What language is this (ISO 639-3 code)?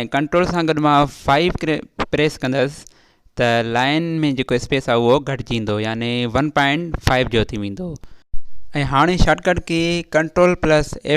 snd